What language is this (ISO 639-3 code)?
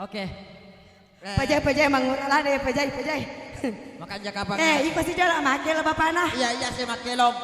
bug